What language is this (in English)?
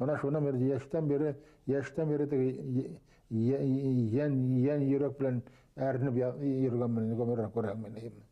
Bashkir